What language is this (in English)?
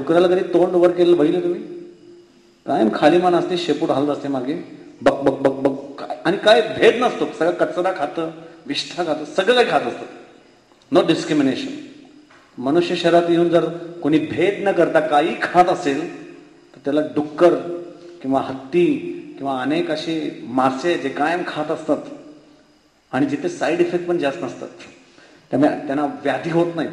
Marathi